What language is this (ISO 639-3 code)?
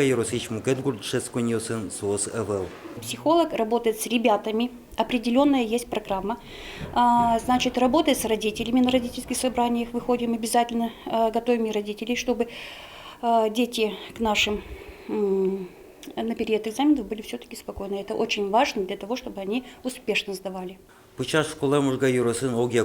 udm